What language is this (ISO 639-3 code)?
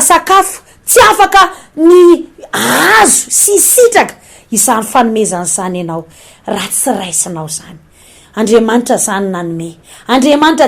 mlg